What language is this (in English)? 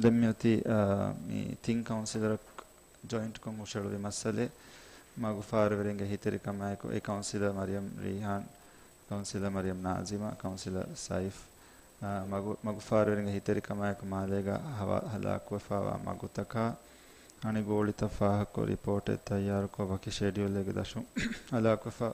Divehi